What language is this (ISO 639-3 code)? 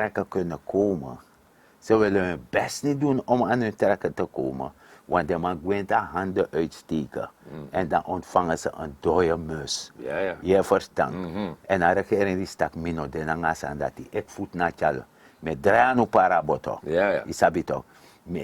srn